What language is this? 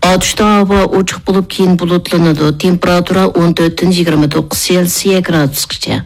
Uyghur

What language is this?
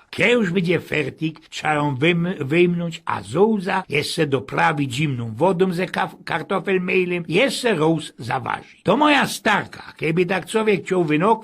Silesian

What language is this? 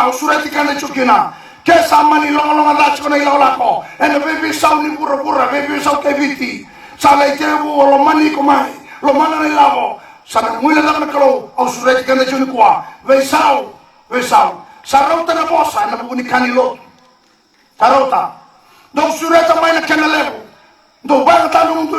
Fijian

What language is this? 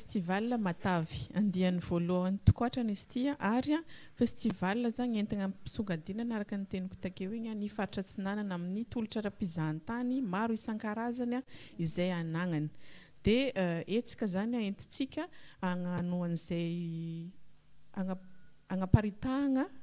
Malagasy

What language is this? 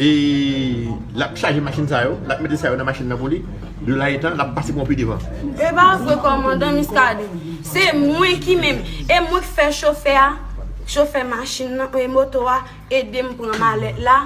Haitian Creole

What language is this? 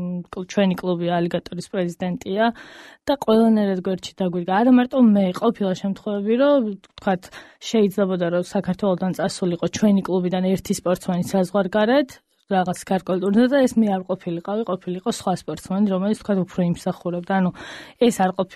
Georgian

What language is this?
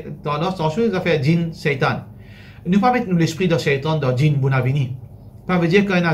Morisyen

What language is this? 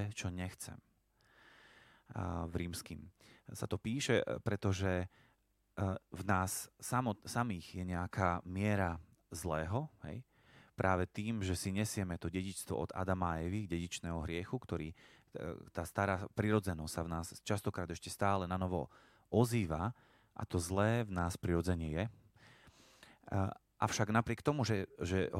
Slovak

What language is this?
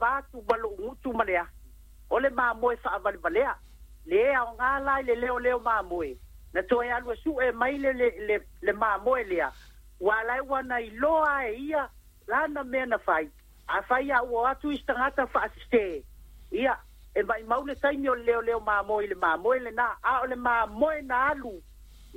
Samoan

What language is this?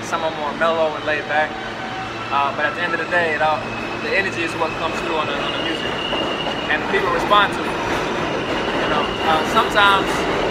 English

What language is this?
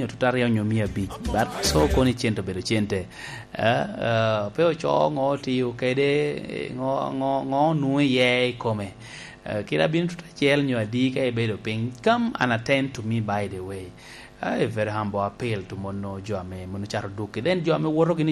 Lango (Uganda)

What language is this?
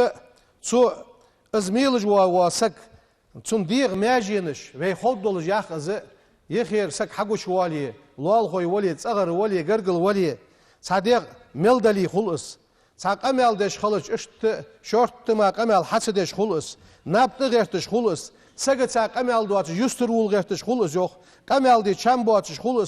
Ingush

